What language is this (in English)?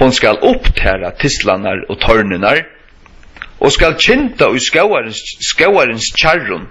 Faroese